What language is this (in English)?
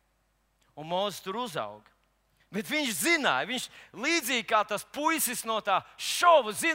Latvian